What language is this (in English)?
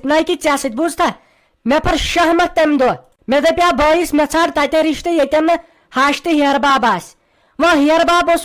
Kashmiri